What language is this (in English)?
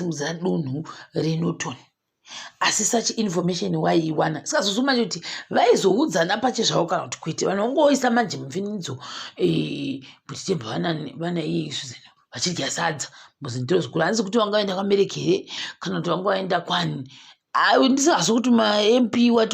Shona